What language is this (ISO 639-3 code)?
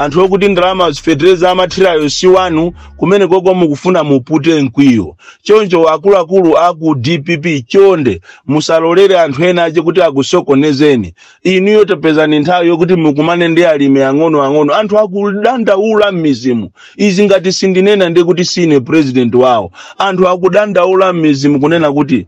nya